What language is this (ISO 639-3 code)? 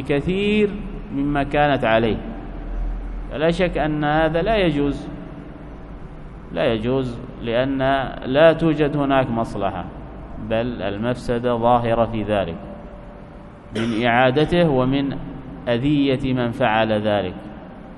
ara